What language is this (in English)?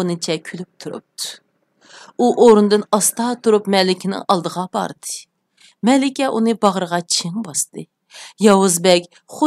Uyghur